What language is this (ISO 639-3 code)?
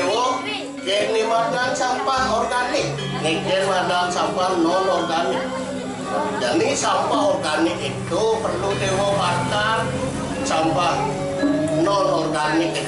ban